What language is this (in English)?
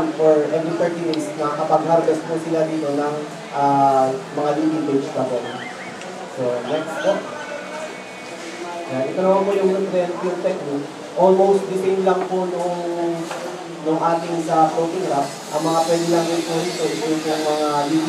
Filipino